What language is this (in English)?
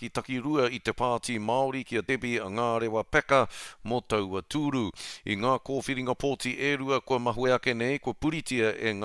Māori